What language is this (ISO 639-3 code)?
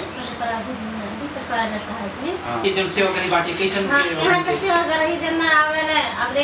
bho